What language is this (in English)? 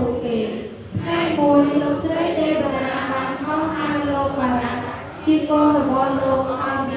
Khmer